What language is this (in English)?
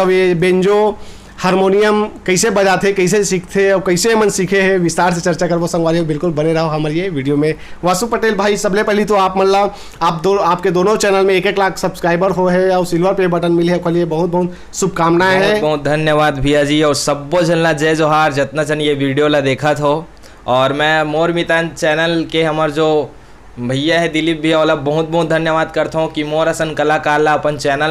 Chhattisgarhi